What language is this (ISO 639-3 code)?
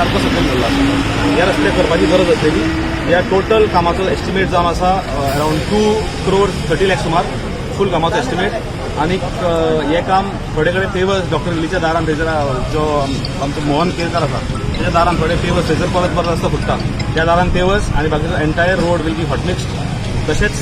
kok